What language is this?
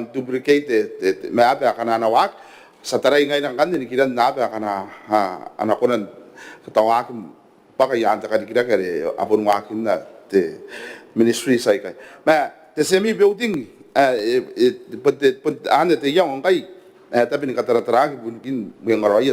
Gilbertese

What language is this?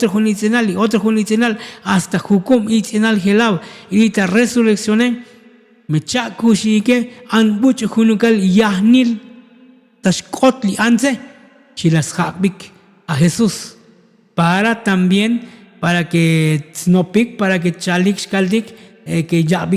Tzotzil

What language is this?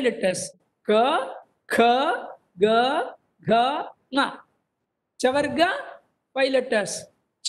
Sanskrit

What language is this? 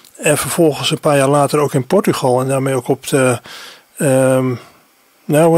Dutch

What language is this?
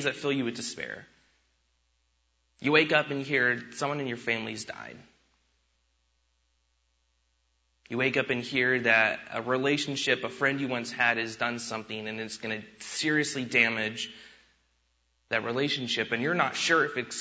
English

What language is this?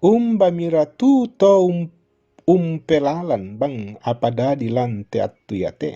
Toraja-Sa'dan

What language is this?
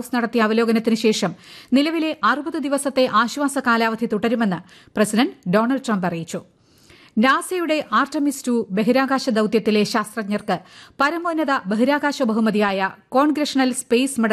Malayalam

